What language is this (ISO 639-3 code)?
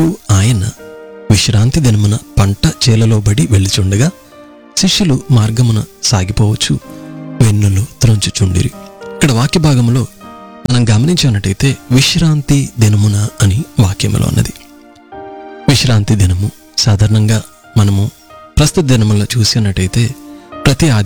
tel